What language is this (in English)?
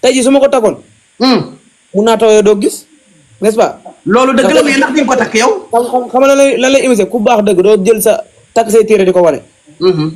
Wolof